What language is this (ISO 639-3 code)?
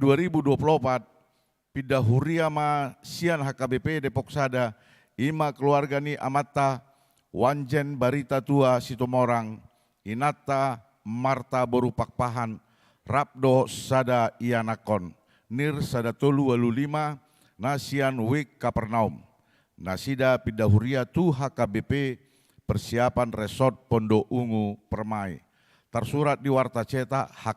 bbc